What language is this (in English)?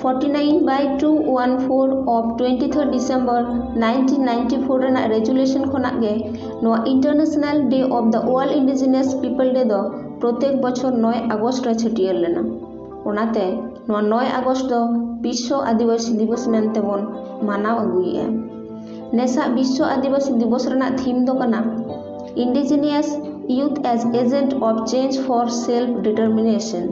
Santali